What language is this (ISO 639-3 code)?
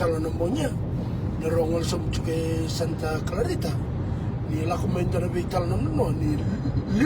fij